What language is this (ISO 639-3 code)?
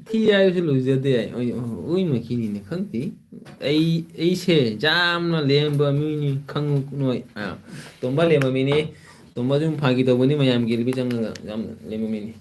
mni